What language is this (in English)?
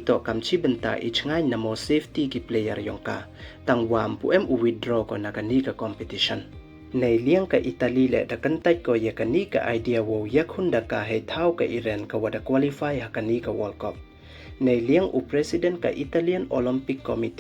Pnar